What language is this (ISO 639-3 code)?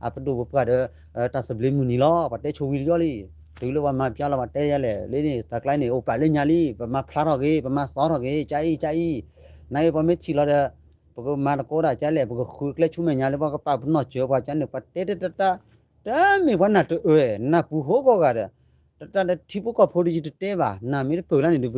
ksw